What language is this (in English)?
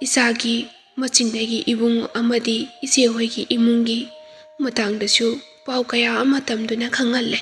Manipuri